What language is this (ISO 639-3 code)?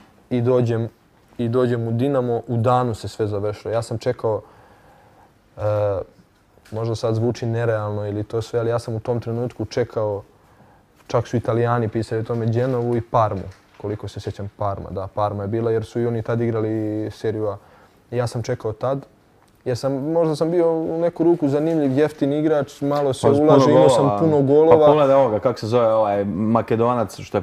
bos